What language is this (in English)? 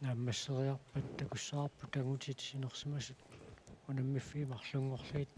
Kalaallisut